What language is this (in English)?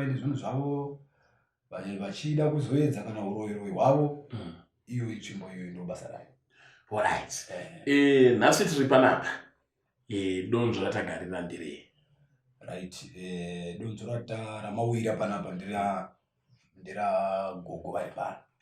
Shona